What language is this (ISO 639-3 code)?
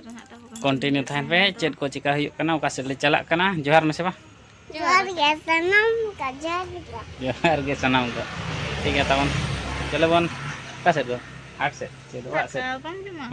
sat